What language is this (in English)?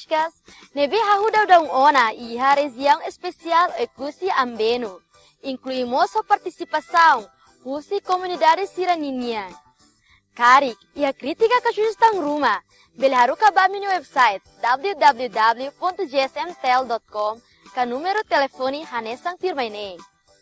Tetum